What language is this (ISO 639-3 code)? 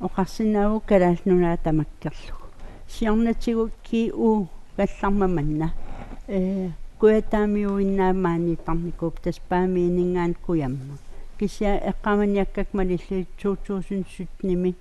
kal